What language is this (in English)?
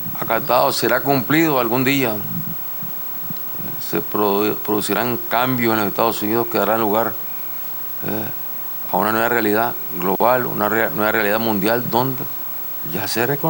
Spanish